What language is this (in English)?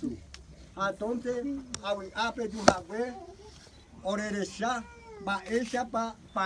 Guarani